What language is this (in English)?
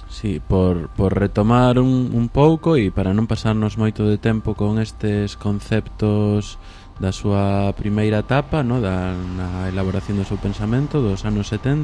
Galician